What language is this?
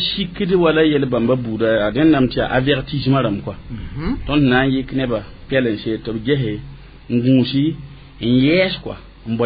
Mossi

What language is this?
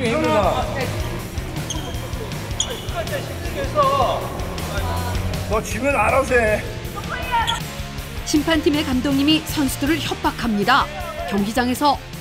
Korean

